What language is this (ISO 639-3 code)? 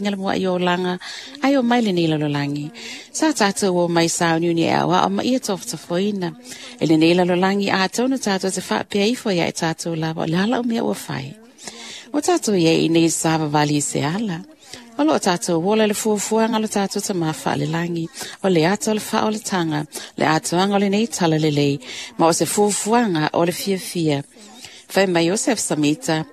smo